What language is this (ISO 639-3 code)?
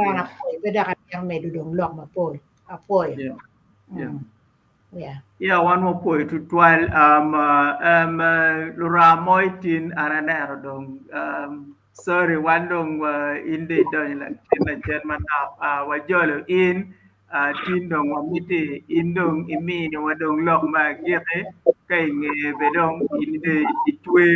ach